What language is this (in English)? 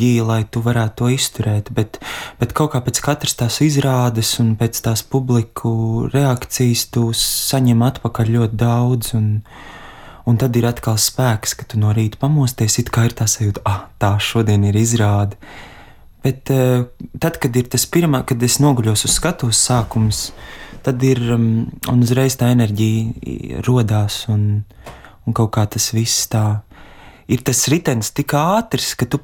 Latvian